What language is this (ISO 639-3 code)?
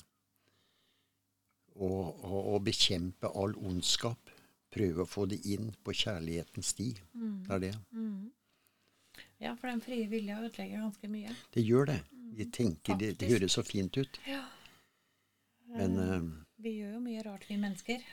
nor